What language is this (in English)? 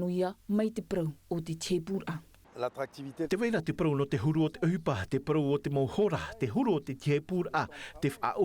Tahitian